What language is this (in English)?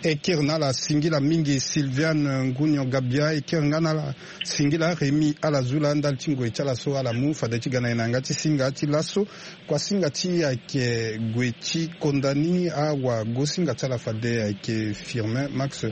Sango